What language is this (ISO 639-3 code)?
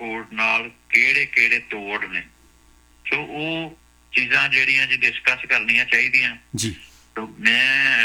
pan